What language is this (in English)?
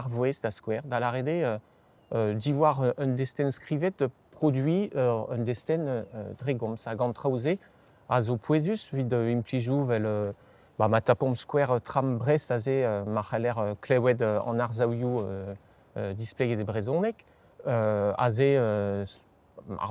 Breton